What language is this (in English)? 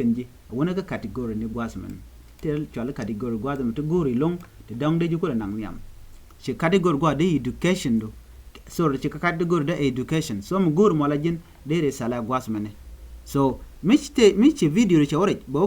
Nuer